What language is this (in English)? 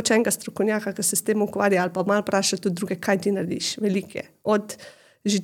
Slovenian